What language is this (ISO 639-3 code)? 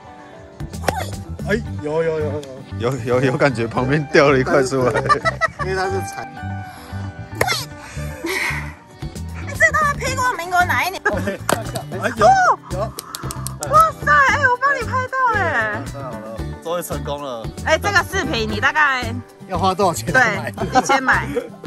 zho